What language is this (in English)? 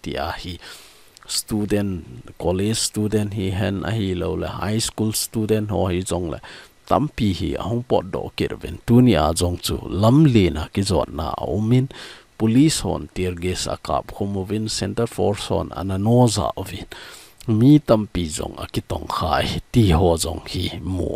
Thado Chin